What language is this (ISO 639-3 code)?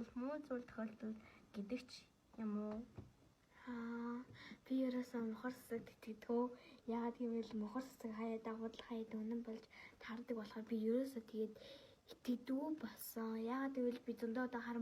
mon